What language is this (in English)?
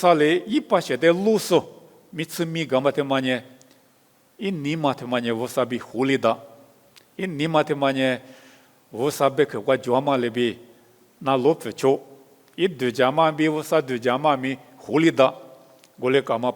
Lisu